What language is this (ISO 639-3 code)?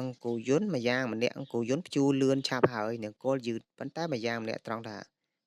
khm